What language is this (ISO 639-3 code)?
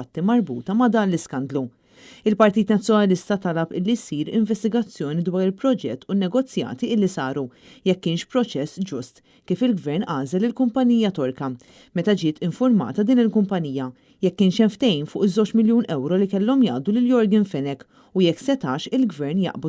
mlt